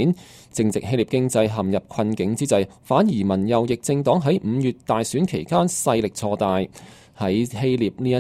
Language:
Cantonese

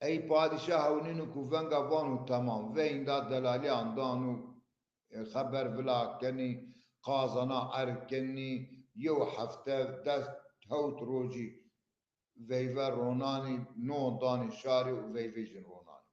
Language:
Zaza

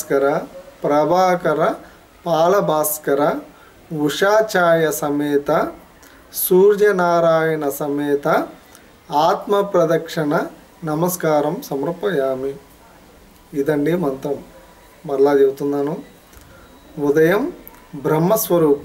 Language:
Telugu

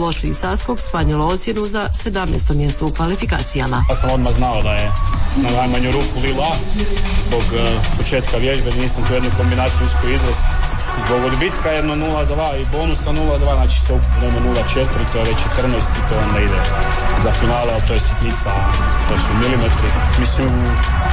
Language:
Croatian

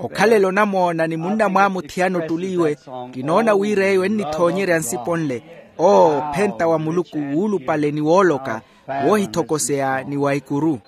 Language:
Makhuwa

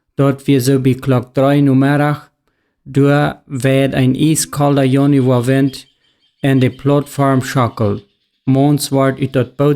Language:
Plautdietsch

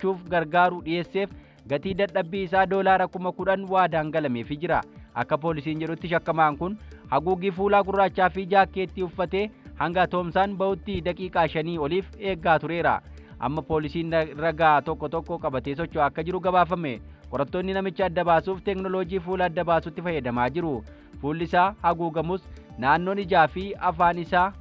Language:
Oromo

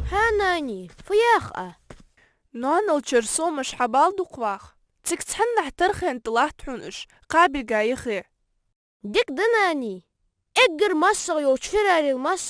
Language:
Ingush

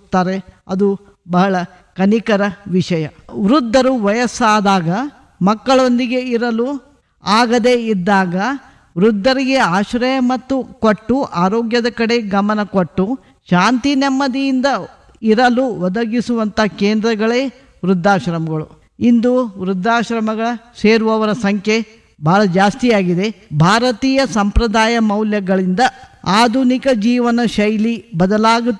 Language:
Kannada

